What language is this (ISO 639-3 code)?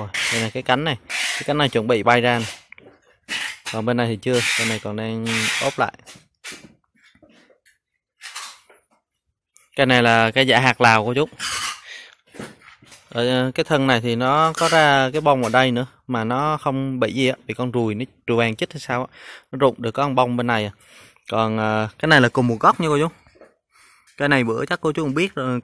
vie